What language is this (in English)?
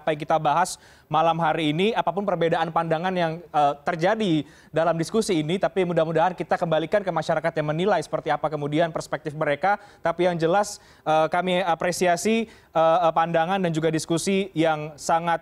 Indonesian